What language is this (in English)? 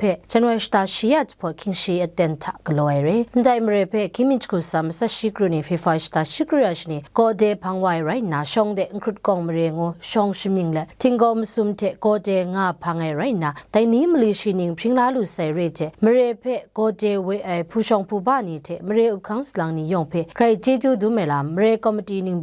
Kachin